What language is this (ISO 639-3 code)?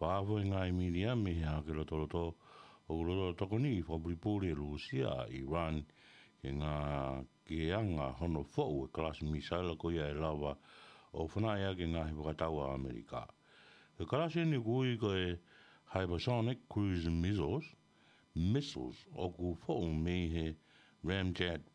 ton